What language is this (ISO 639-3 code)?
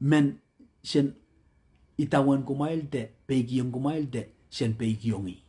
pon